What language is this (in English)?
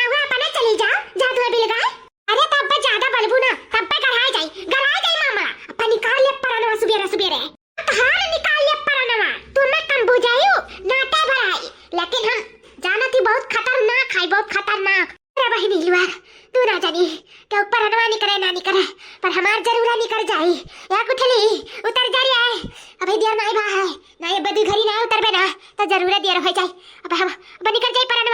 Awadhi